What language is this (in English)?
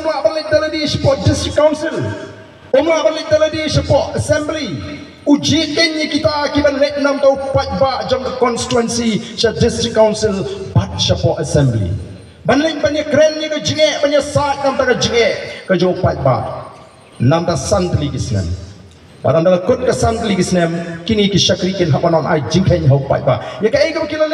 Khasi